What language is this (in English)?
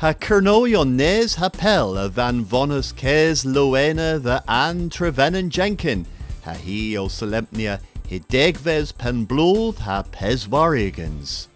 Cornish